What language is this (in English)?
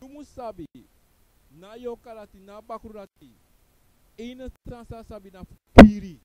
Sranan Tongo